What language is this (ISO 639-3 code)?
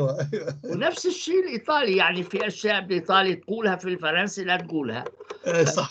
apc